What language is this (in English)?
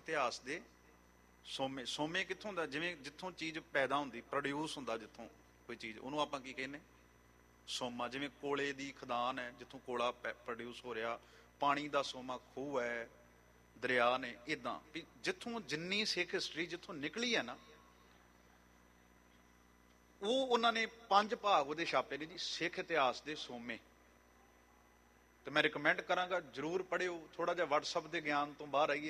Punjabi